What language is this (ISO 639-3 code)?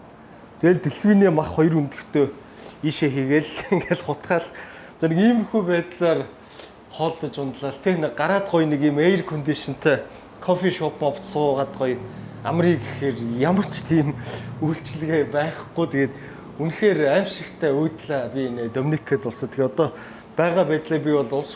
mon